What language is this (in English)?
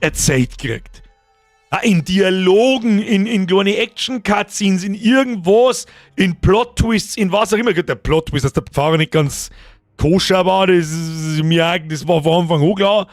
Bavarian